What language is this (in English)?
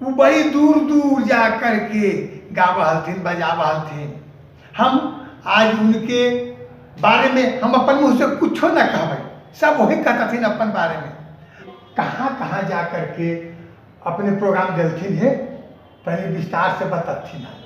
Magahi